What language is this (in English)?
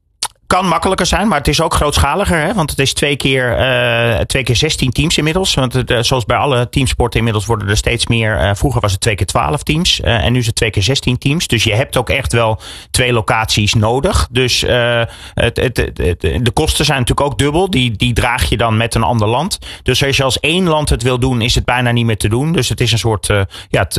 Dutch